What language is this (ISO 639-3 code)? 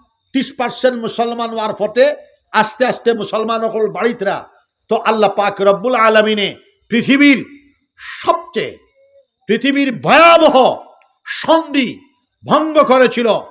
syl